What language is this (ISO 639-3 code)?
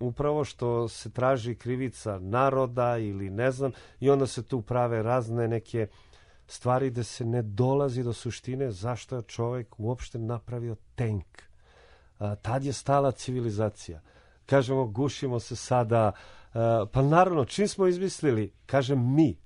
srp